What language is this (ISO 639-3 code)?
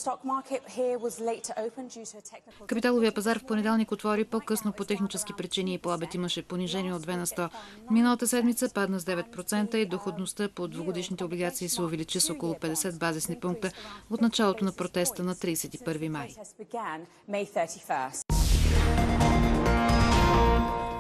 bul